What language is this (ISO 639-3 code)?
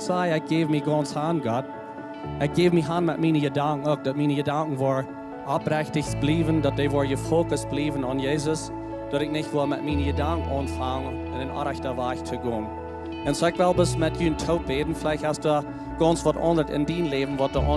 pdt